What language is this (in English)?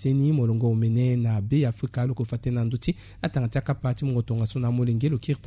Sango